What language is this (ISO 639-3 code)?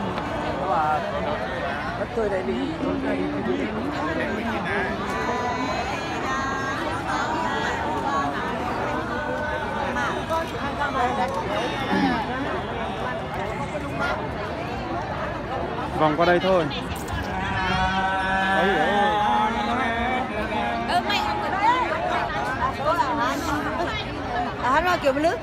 vie